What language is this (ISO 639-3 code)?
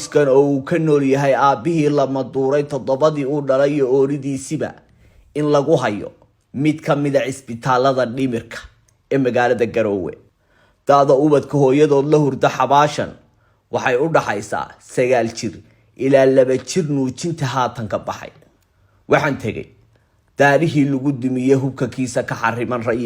som